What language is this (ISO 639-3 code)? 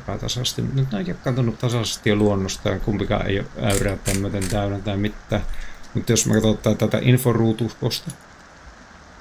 fin